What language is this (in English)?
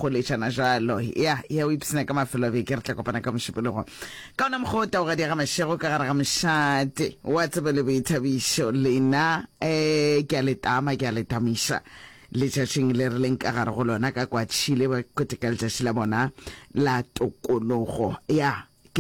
Northern Sotho